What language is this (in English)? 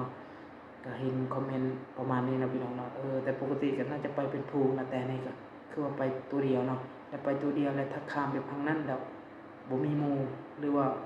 Lao